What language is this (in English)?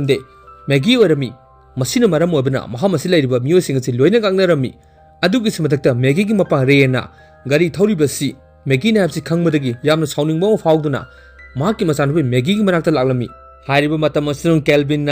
Manipuri